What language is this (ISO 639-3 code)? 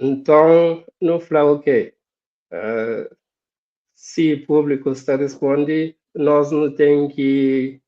kea